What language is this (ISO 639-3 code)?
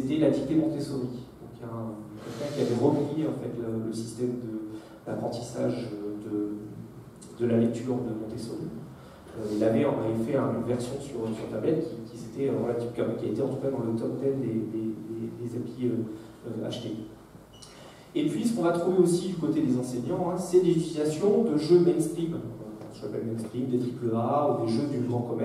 fra